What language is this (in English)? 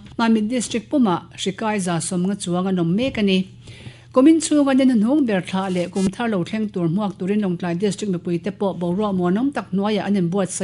Mizo